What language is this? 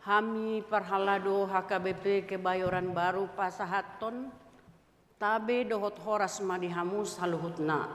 Batak Toba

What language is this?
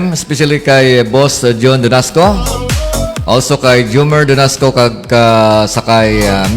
Hiligaynon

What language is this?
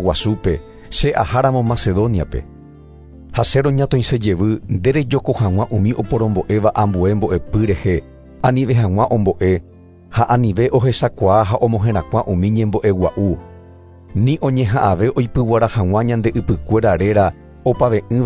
Guarani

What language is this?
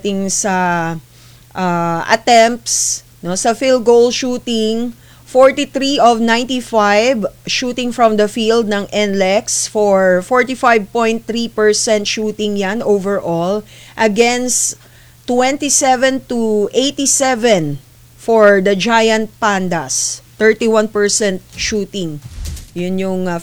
Filipino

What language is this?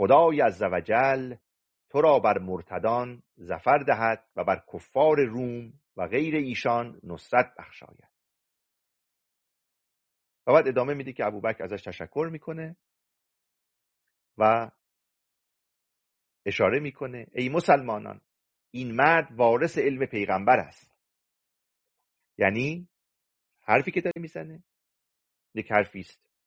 Persian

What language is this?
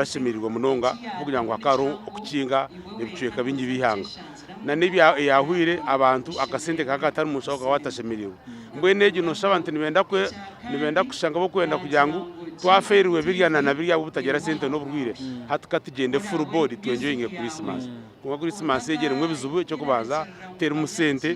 Nyankole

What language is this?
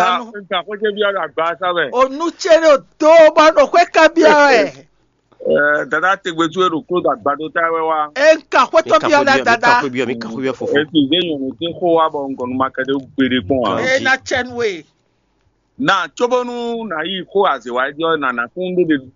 Fon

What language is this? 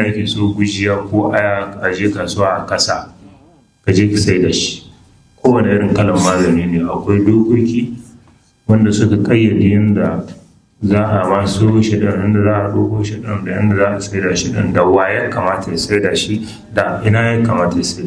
Hausa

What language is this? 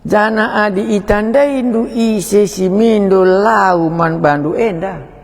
Batak Karo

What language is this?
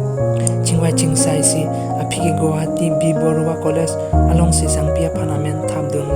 Karbi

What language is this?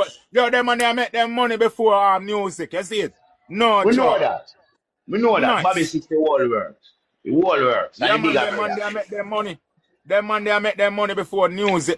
Jamaican Creole English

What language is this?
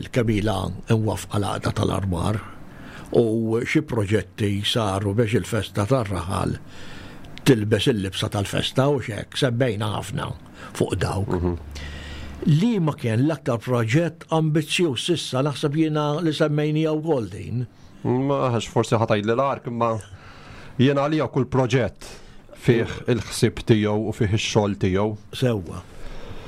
Maltese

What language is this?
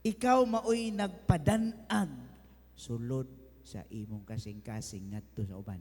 Cebuano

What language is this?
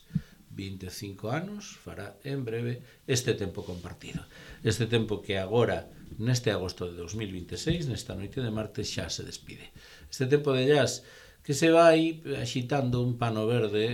Galician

